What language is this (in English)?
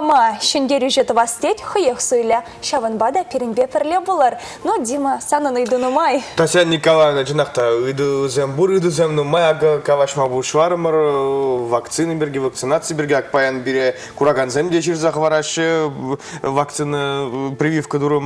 Chuvash